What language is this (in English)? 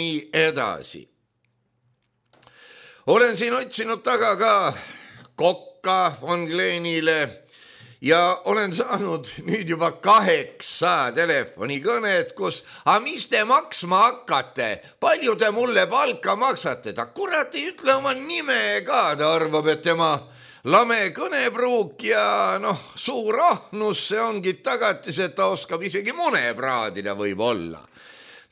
Estonian